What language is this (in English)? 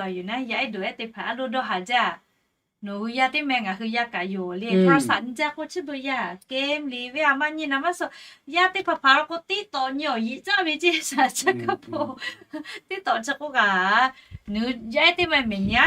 Lahu